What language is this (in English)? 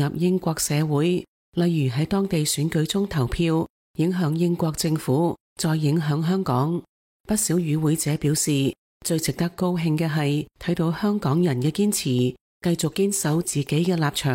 Cantonese